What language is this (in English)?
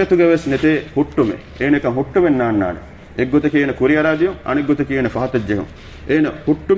Divehi